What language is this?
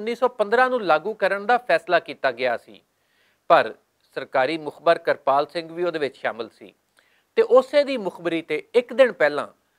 Western Panjabi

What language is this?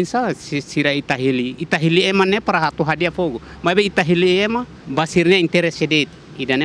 Tetum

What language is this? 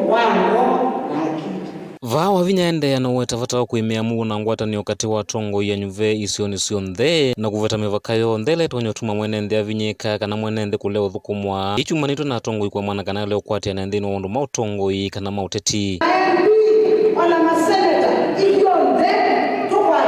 Kamba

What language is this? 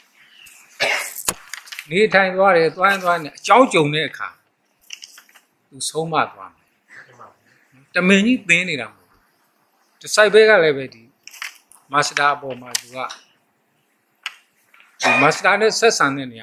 Burmese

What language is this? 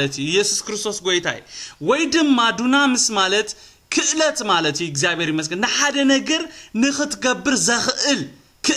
Tigrinya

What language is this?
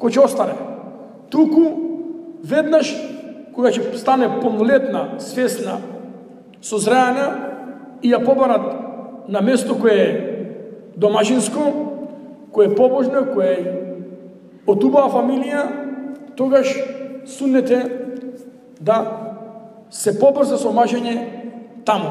Macedonian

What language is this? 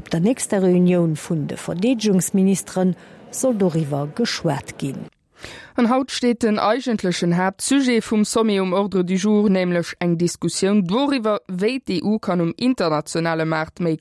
Luxembourgish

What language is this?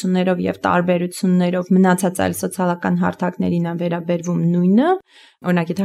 Armenian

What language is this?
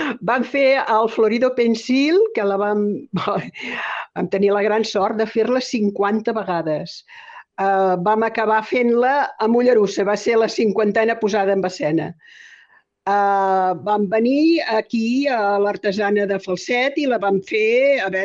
Catalan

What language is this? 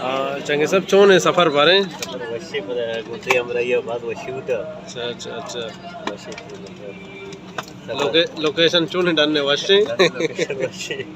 Baluchi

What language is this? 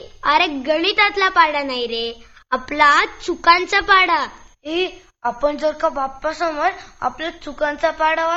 Marathi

